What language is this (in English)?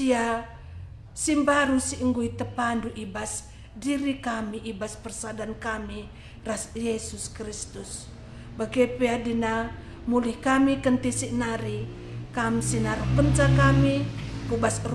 Batak Karo